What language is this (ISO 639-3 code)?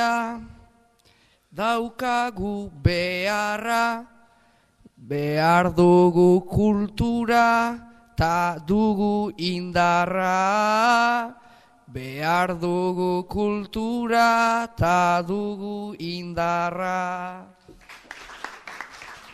eus